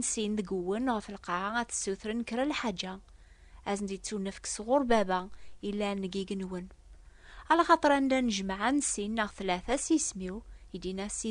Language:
Kabyle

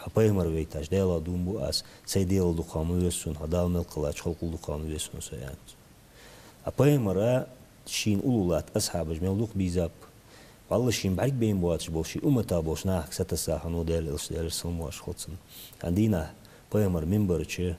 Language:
Ingush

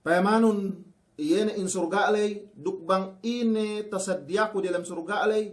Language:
Yakan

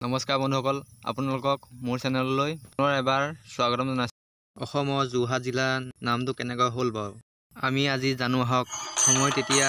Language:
Assamese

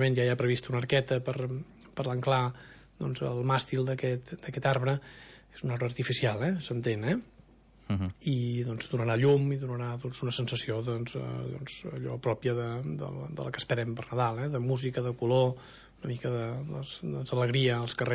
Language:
Catalan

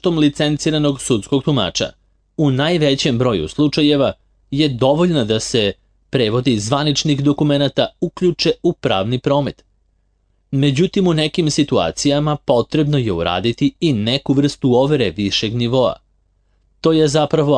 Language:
Serbian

